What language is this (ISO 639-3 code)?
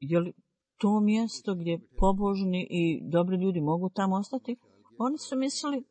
bos